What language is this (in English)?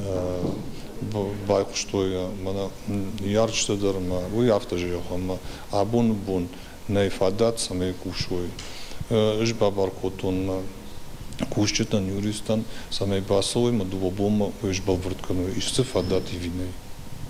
Ossetic